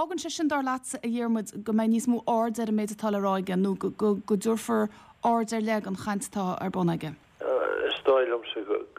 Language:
Irish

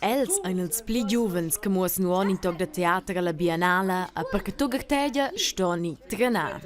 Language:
Romansh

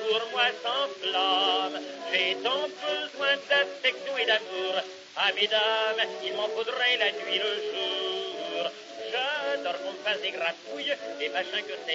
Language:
French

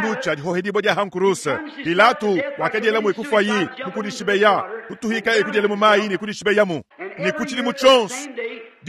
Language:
Luba-Lulua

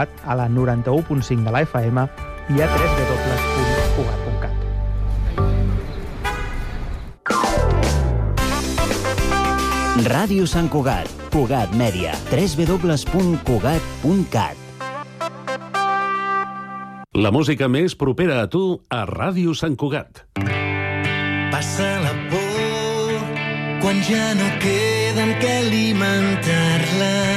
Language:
Catalan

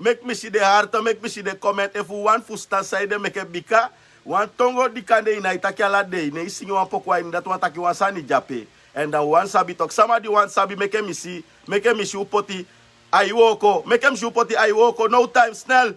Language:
Sranan Tongo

